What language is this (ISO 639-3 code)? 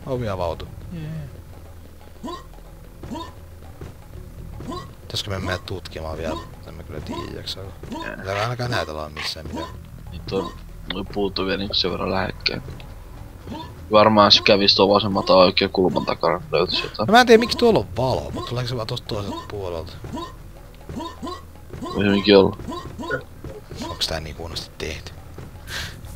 fin